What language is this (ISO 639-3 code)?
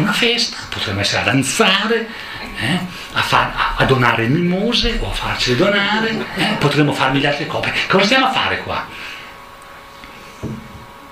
ita